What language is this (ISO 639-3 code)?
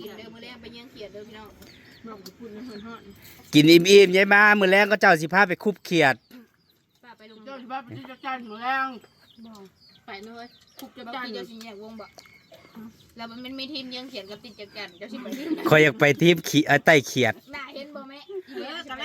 tts